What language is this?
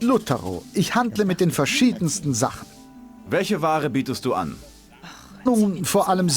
Bavarian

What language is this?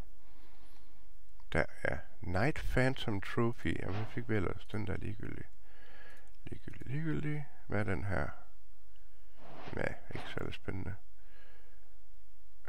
Danish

